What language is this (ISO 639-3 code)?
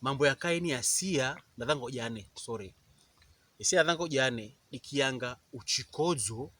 pkb